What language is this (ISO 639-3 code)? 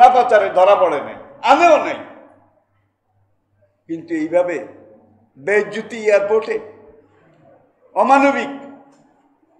ben